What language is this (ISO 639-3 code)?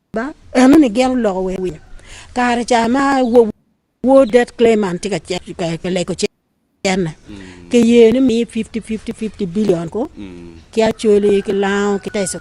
ach